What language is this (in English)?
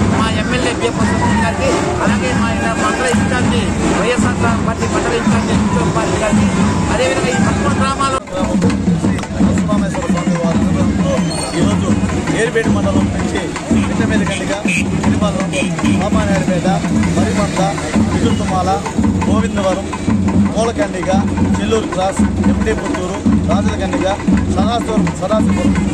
Telugu